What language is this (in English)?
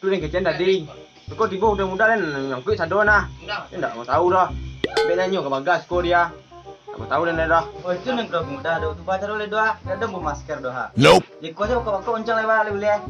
Minangkabau